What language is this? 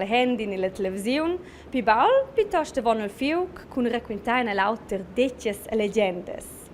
Romansh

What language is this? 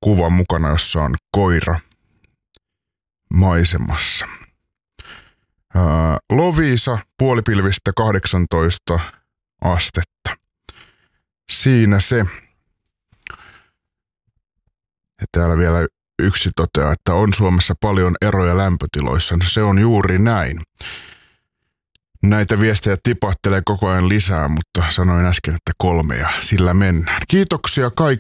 Finnish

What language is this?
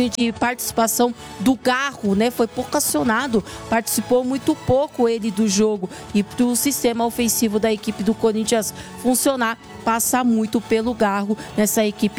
Portuguese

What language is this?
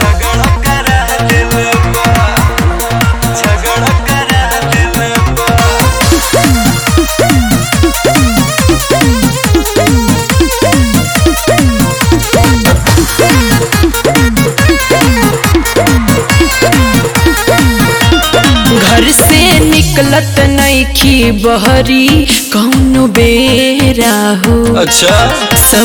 Bhojpuri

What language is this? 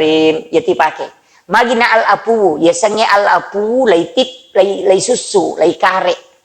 Buginese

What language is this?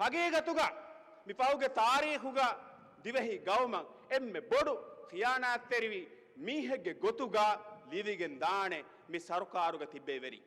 Divehi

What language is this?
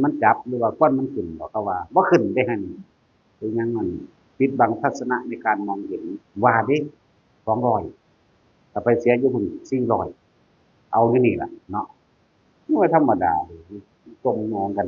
Northeastern Thai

